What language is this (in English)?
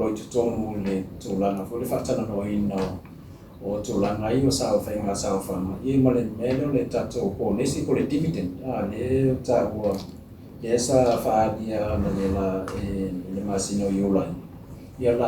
Samoan